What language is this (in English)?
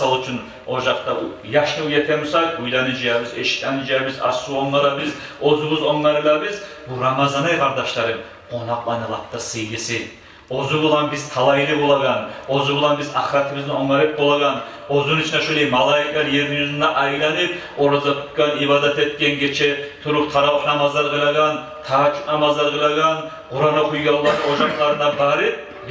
Kumyk